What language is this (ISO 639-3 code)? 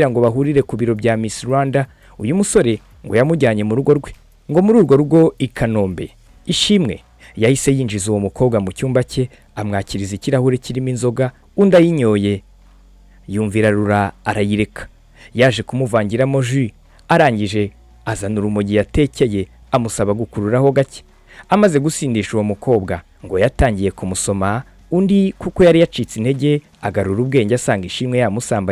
kin